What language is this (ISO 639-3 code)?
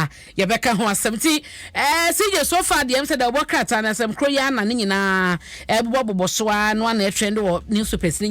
aka